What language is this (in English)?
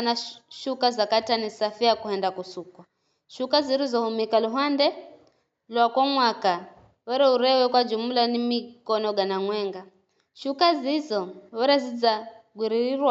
Giryama